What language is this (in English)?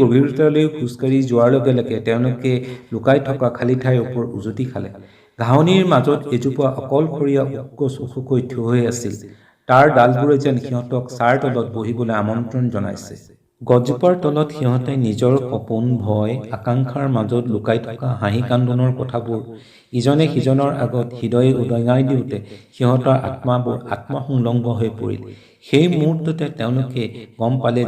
Assamese